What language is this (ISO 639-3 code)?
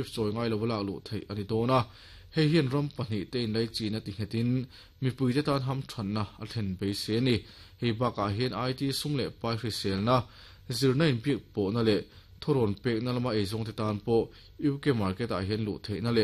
lus